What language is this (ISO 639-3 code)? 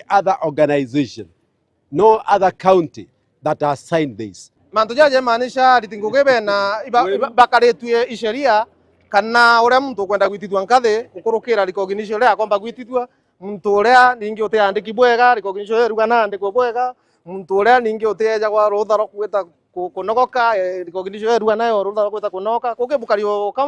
mer